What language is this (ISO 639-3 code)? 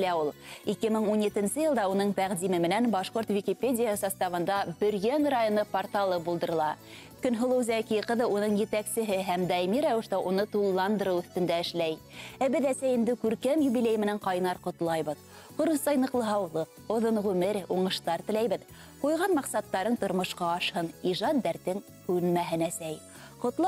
bak